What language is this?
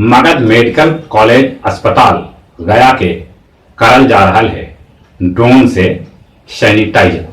Magahi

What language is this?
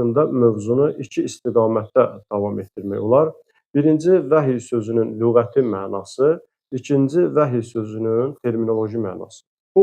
Azerbaijani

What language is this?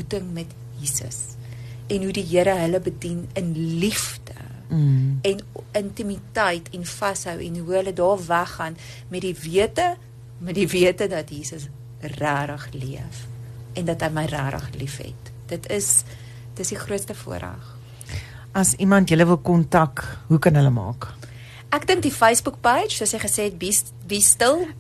Afrikaans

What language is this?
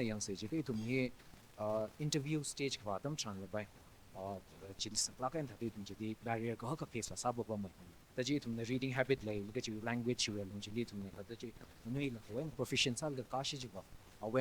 Tangkhul Naga (India)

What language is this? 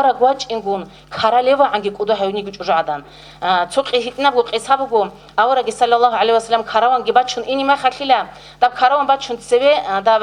Avaric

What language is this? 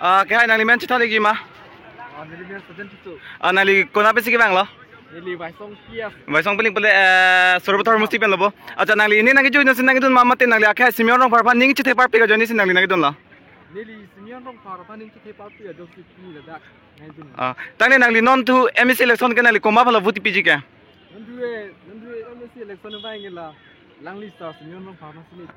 Karbi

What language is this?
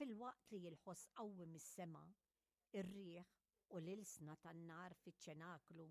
Maltese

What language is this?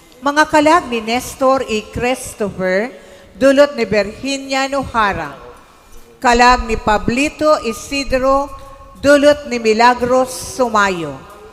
Bikol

